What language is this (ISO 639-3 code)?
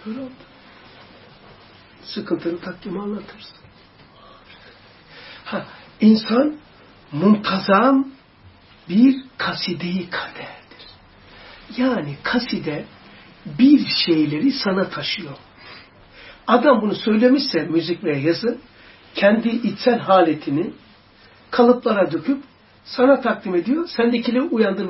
tur